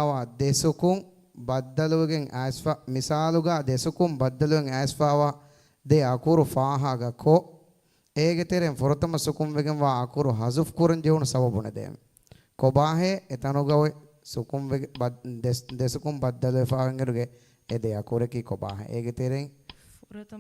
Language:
Divehi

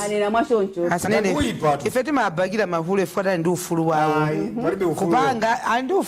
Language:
Nyanja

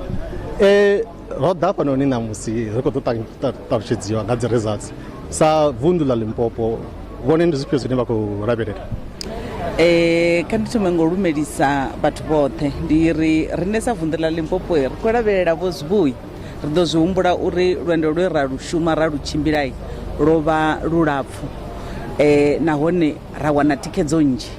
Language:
Venda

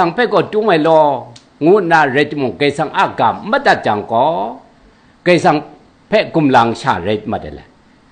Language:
Kachin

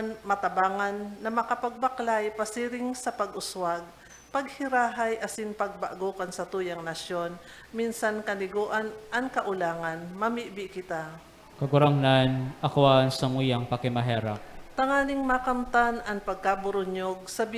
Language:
Bikol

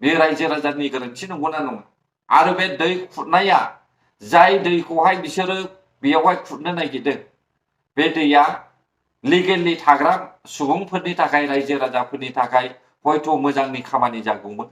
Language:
Bodo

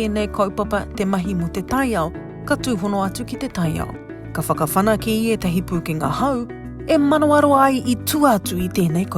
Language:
Māori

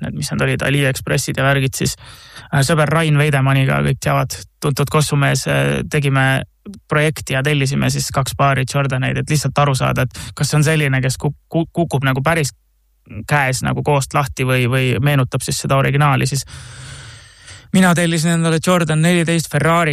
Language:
Estonian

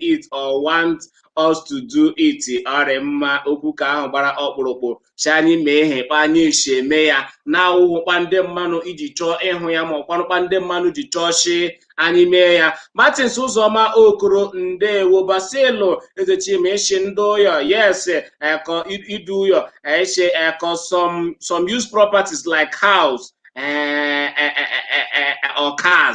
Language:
Igbo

